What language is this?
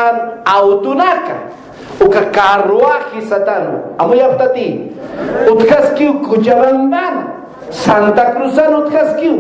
Aymara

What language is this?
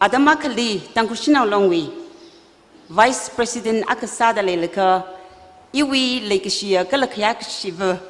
Tangkhul Naga (India)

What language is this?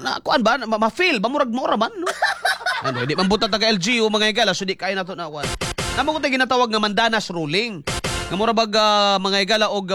Cebuano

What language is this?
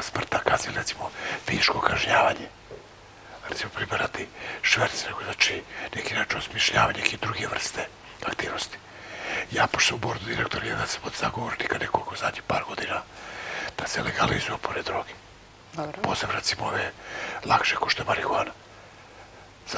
Serbian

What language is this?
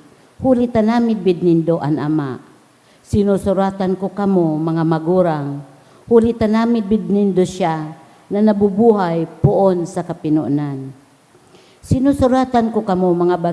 Bikol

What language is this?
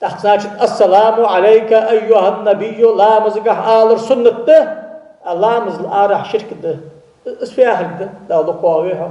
Ingush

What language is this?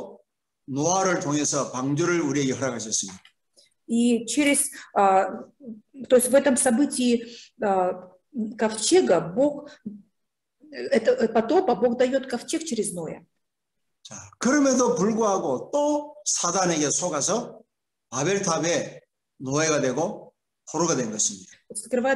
Korean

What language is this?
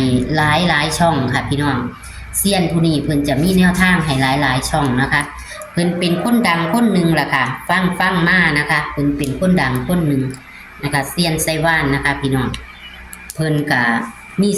Northeastern Thai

